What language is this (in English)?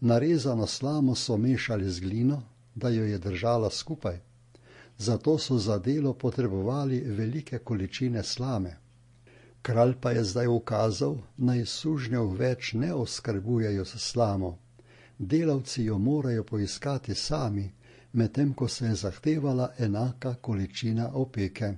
Slovenian